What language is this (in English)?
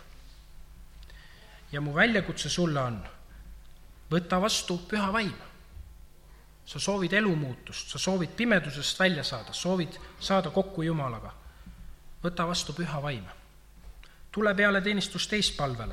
Estonian